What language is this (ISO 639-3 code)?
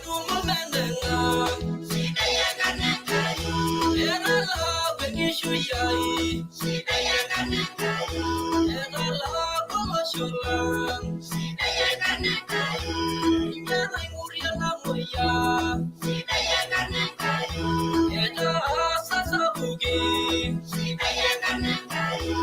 mas